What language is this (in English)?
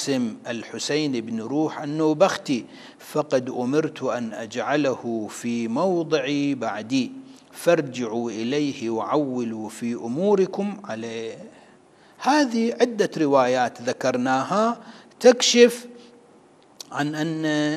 Arabic